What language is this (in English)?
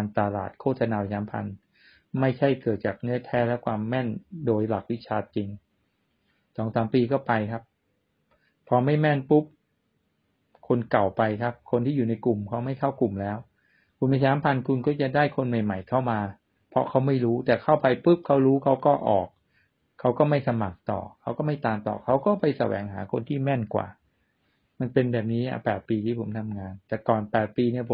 Thai